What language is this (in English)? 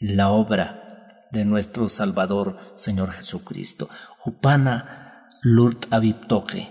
Aymara